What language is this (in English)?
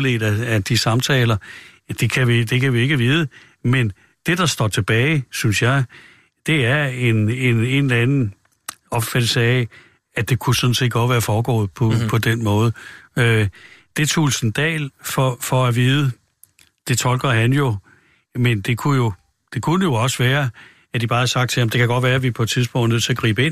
Danish